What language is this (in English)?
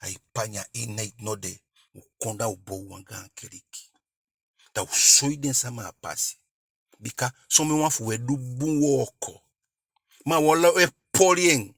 Eastern Maroon Creole